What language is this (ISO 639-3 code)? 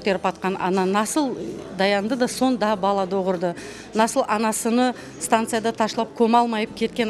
crh